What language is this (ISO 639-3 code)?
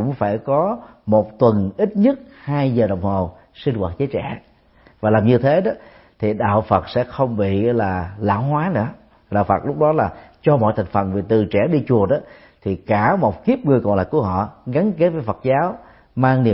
vie